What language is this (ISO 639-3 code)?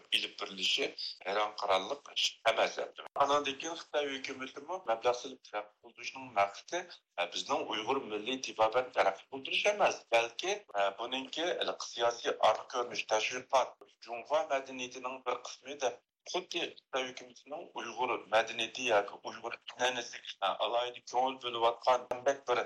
uig